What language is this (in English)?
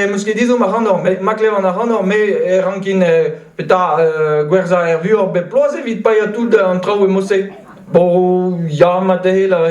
Breton